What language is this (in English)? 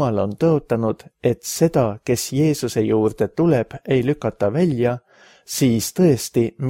Estonian